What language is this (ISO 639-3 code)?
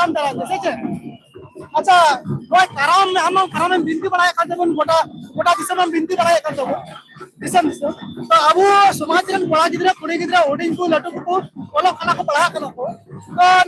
sat